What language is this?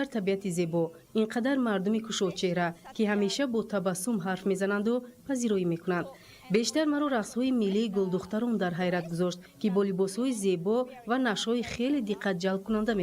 Tajik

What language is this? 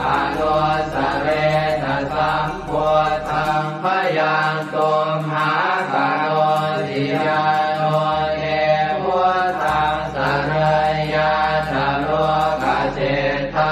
Pali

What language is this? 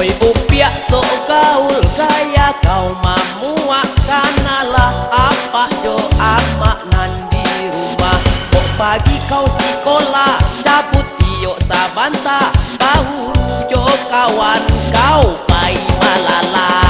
Minangkabau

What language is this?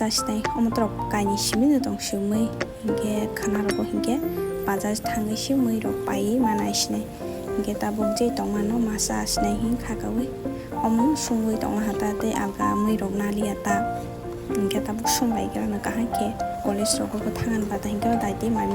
Kok Borok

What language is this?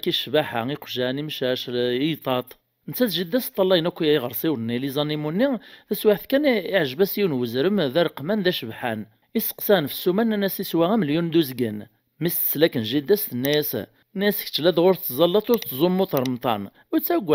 Kabyle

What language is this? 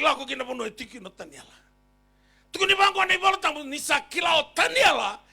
Fijian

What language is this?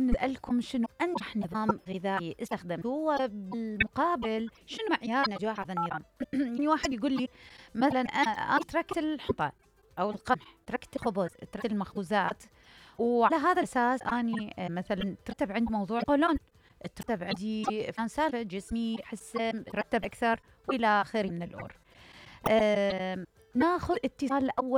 Mesopotamian Arabic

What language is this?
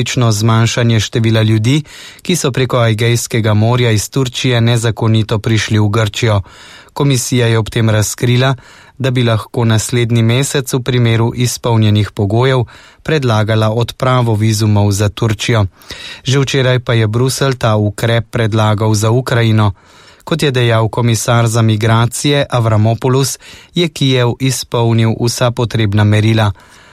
Slovenian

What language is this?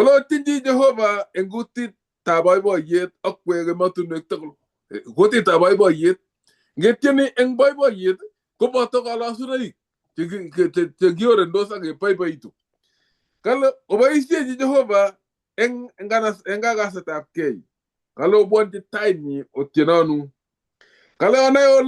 Kalenjin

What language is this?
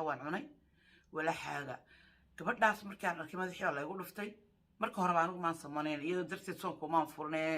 Somali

